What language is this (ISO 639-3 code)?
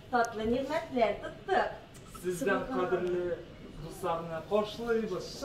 tat